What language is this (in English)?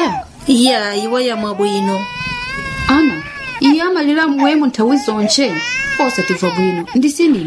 Nyanja